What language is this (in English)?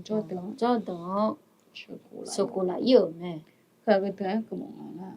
Akha